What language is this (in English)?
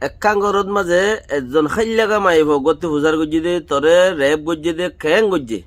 Rohingya